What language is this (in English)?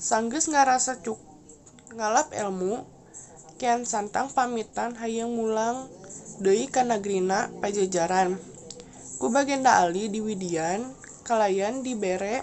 Sundanese